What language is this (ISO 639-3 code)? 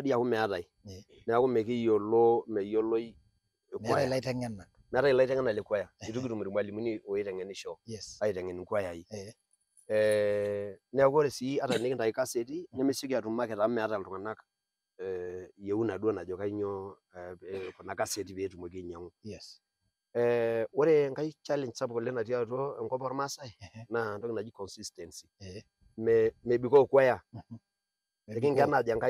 mas